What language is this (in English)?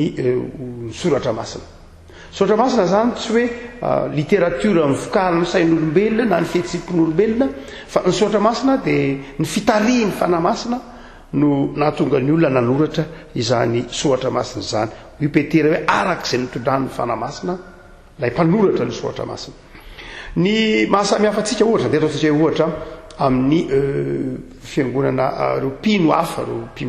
Malagasy